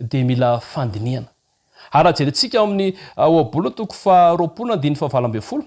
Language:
Malagasy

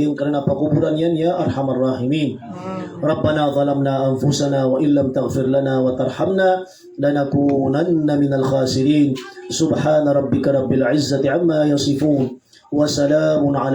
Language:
Maranao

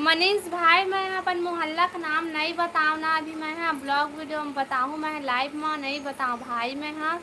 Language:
Chhattisgarhi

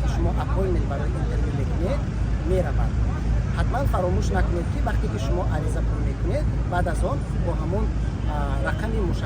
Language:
Tajik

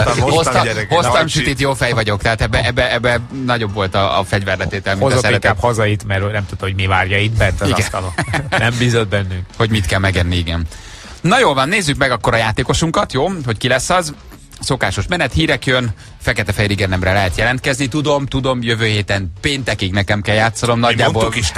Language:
Hungarian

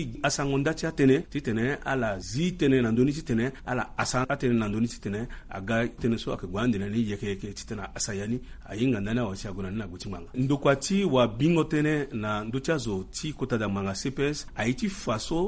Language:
Sango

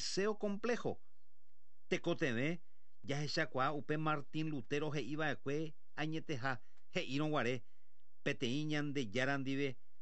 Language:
Guarani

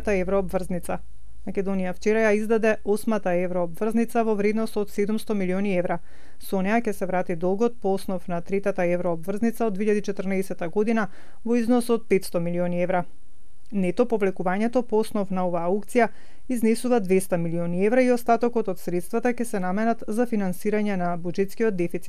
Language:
Macedonian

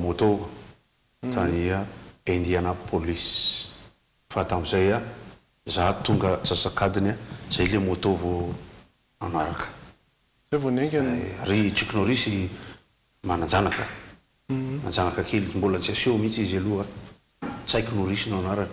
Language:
Malagasy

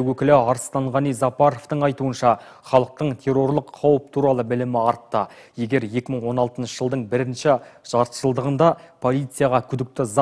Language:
Kazakh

